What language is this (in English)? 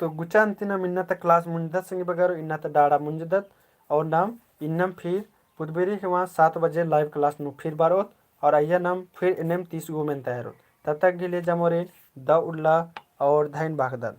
Kurukh